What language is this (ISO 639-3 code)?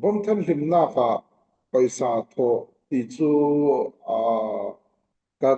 cfm